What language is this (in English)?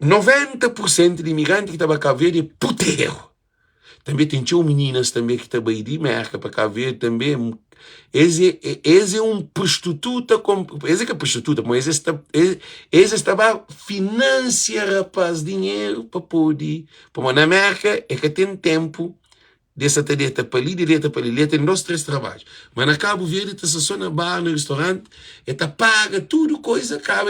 Kabuverdianu